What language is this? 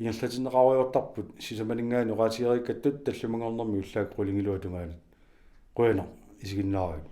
Kalaallisut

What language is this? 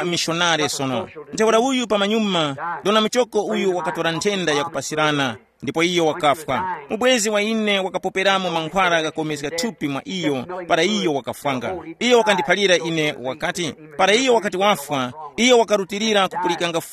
Tumbuka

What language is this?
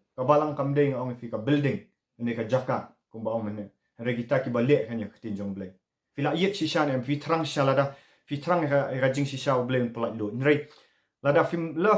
Khasi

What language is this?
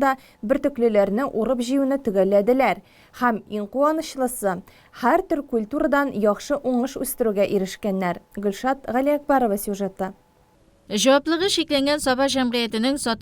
Tatar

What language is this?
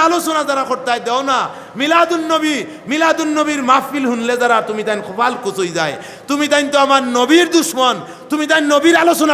Sylheti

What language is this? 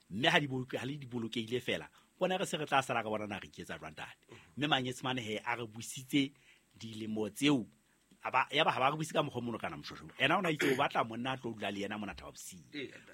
Southern Sotho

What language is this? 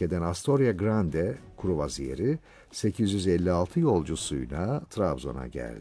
Turkish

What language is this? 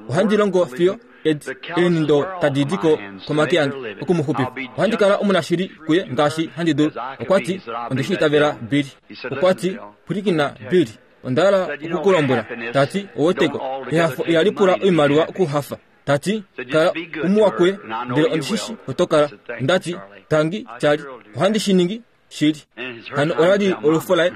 Kuanyama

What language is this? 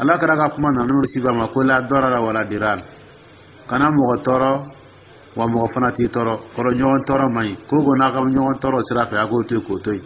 Dyula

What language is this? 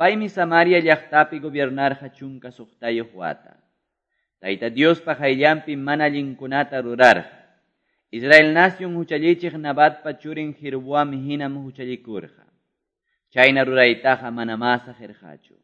Quechua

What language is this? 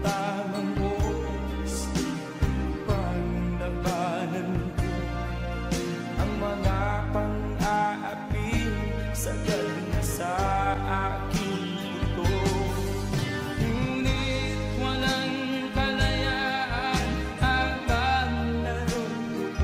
Filipino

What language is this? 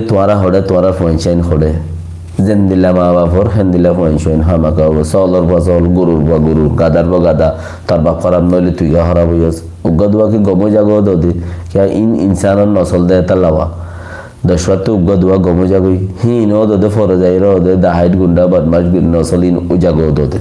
Rohingya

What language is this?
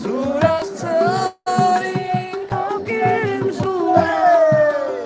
Sasak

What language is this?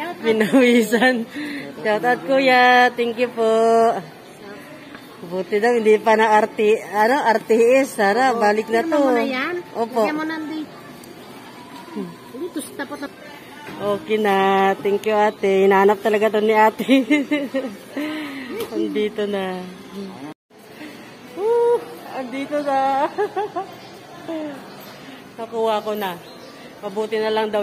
Filipino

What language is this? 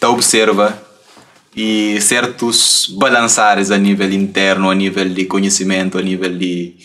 Kabuverdianu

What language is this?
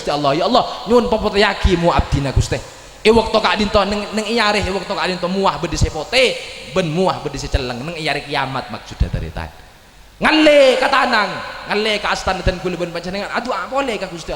Madurese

